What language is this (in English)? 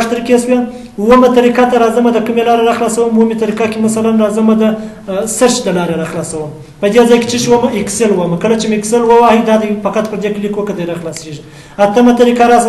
Pashto